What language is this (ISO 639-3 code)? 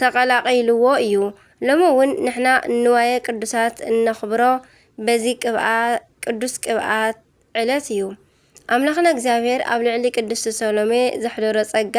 tir